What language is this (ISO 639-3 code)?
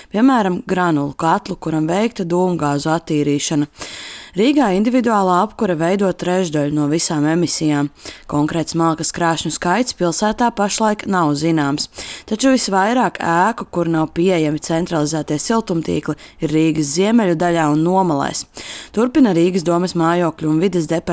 lav